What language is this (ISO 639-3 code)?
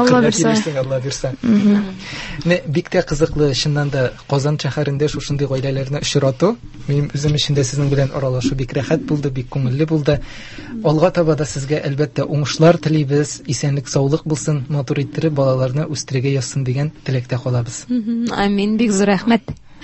tat